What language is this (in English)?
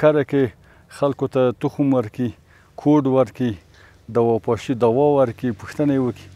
Pashto